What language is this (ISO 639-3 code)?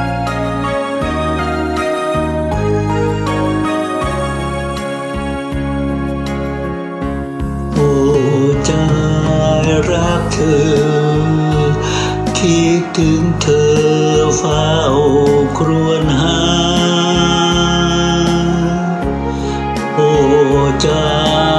tha